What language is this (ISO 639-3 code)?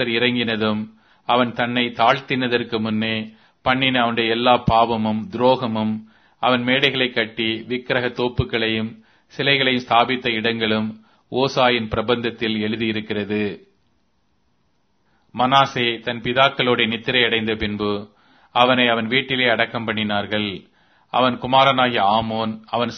tam